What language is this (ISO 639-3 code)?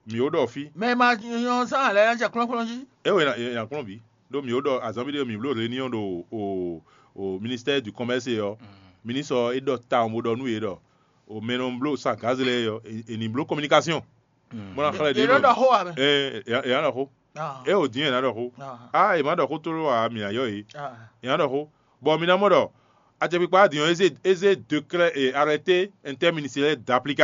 fon